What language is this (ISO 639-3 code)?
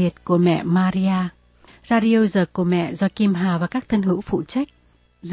vie